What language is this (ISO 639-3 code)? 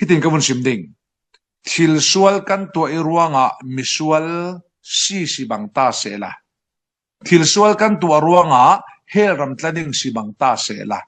cfm